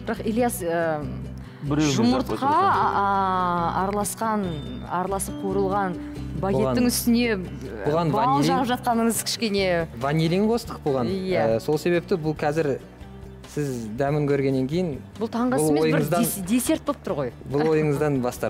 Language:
Kazakh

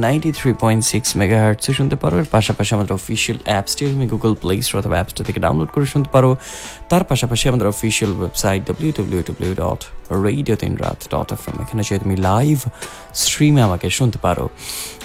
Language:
Bangla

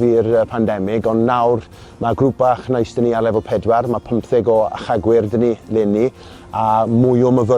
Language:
Welsh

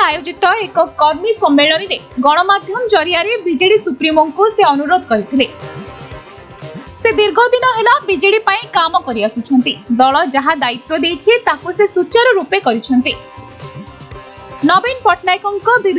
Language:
Odia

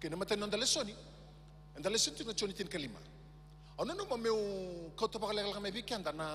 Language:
Fijian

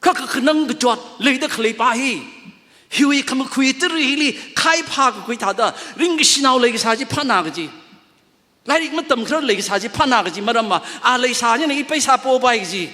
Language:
Tangkhul Naga (India)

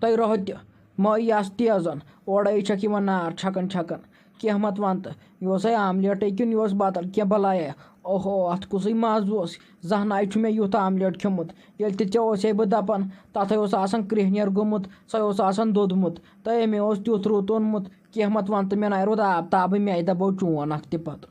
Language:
Kashmiri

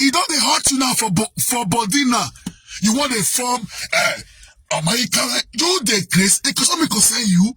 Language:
Nigerian Pidgin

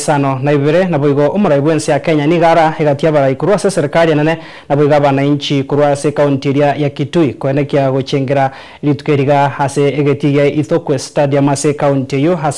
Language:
Gusii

